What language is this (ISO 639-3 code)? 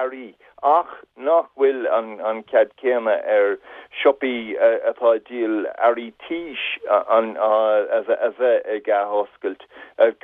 gle